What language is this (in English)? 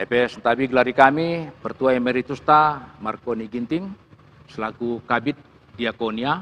Batak Karo